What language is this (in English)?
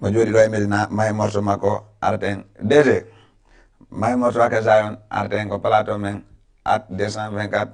Fula